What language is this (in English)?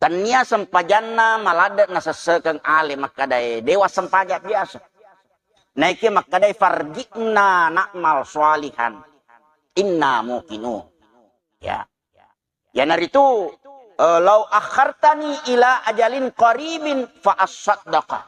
Buginese